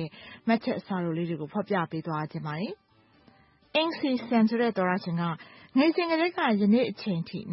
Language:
Burmese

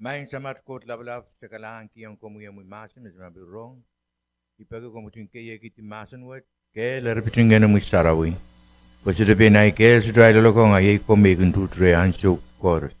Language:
Pohnpeian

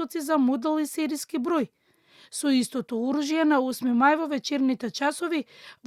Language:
Macedonian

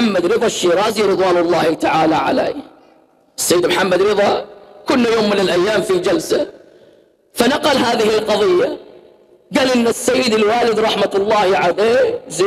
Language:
Arabic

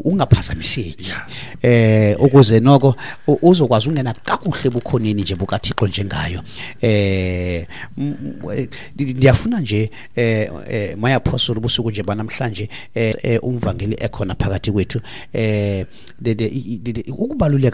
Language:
Xhosa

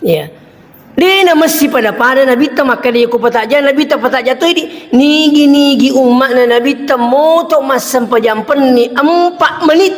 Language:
Buginese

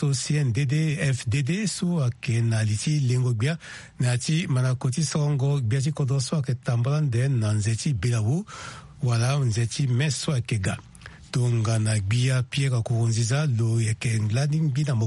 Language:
Sango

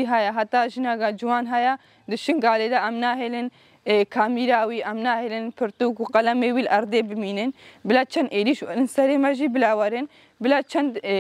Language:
Kurdish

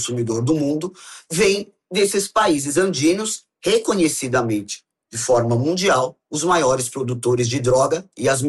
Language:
Portuguese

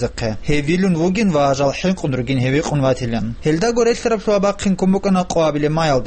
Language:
Avaric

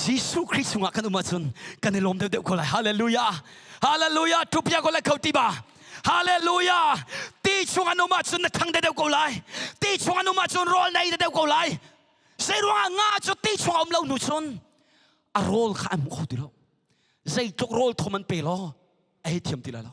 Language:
Hakha Chin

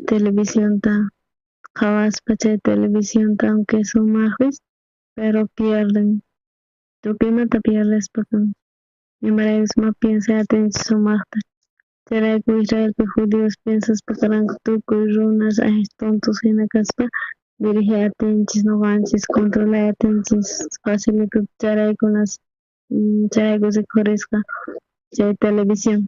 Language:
South Bolivian Quechua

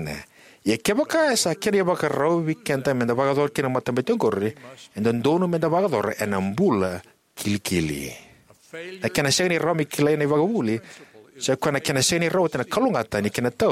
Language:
Fijian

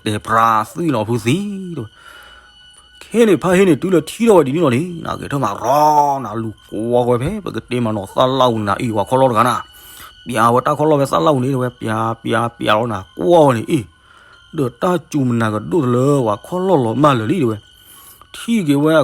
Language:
S'gaw Karen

